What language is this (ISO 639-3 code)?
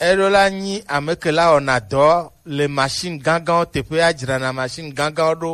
gej